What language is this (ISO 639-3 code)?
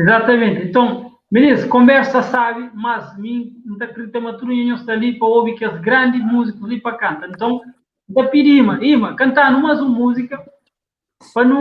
kea